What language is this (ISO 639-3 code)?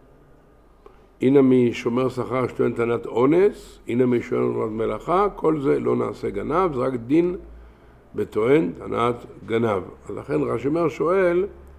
heb